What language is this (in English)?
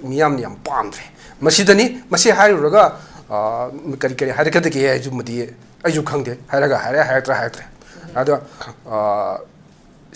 Manipuri